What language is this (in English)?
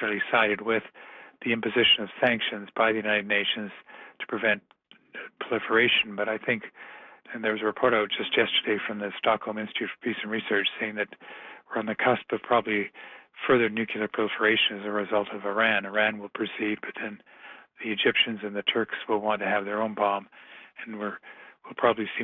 English